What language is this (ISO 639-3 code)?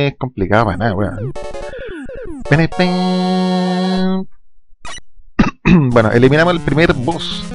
spa